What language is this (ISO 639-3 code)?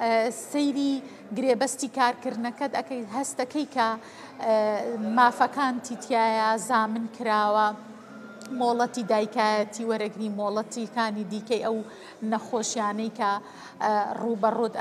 ckb